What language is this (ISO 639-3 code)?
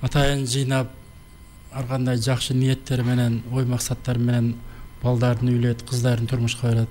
kir